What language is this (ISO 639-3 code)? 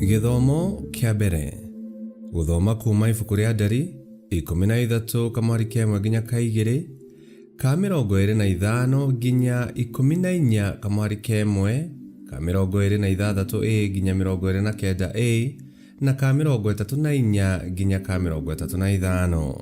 kik